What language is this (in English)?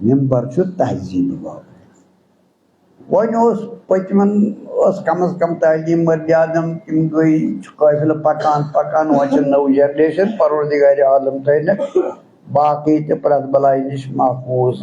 Kashmiri